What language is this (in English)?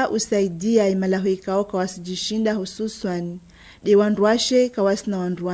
Mwali Comorian